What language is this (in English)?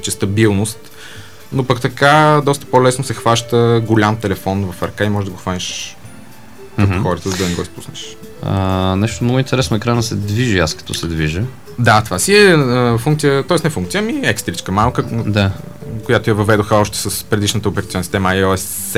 Bulgarian